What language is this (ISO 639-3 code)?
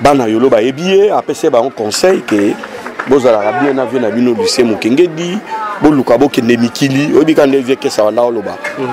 lin